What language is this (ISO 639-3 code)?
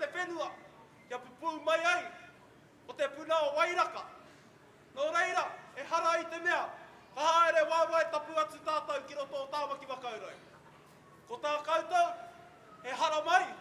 mri